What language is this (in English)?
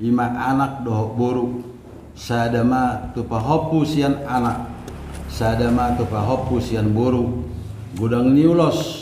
Batak Toba